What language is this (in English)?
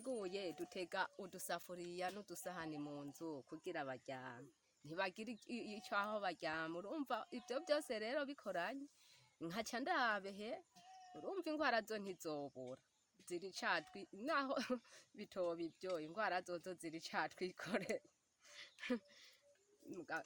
Rundi